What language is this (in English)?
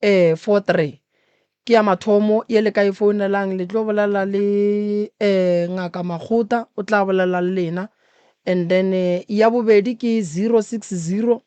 Northern Sotho